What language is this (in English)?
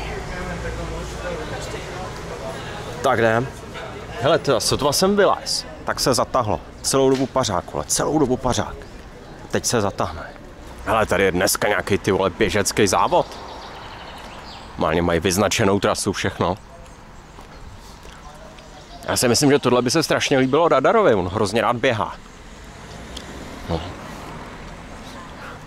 Czech